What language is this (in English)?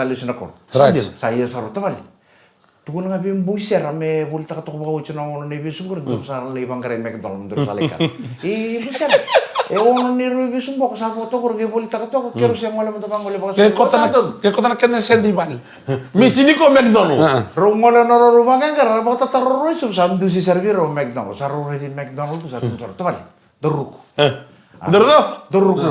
Fijian